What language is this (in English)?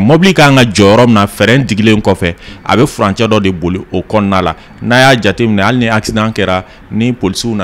Bambara